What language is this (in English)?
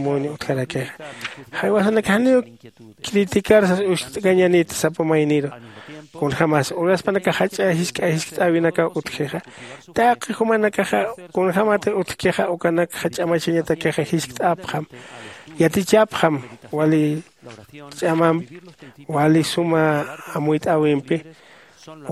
Aymara